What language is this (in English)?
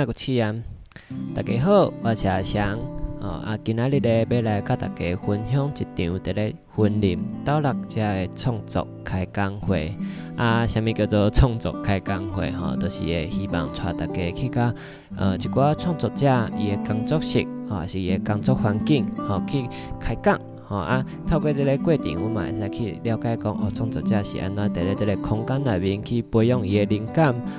Min Nan Chinese